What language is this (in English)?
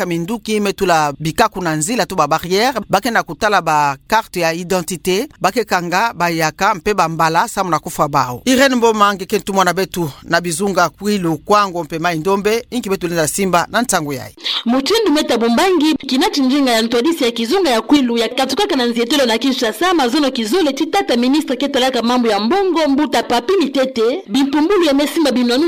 Kituba (Democratic Republic of Congo)